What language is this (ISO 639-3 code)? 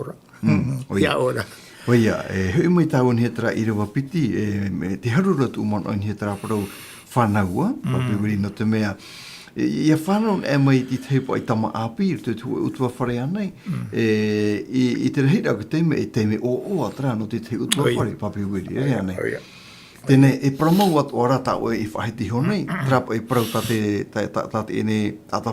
tah